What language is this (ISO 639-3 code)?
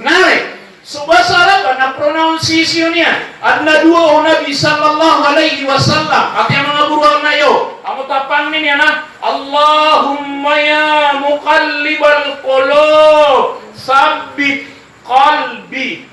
mrw